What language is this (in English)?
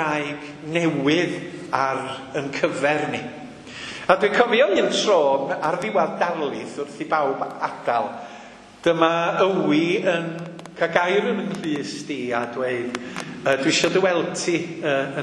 Welsh